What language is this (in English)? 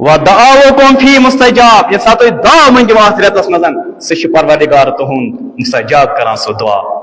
Kashmiri